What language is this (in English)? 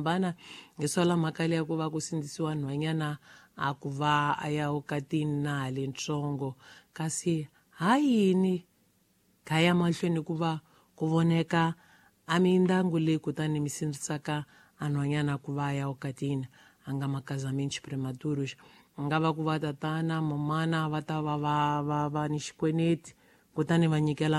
Tsonga